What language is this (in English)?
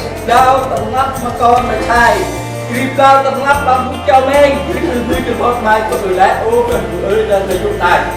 Central Mnong